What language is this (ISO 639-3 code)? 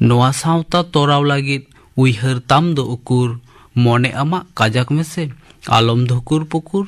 sat